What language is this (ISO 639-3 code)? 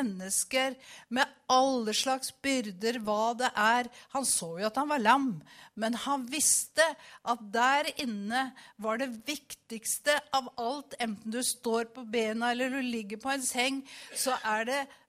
nor